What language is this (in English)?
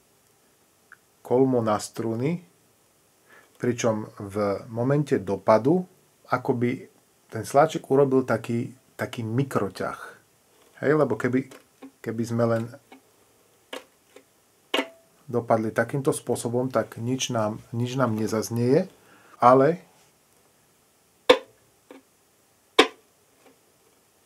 Slovak